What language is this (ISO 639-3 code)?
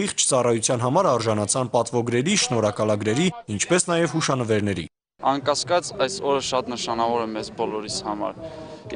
hye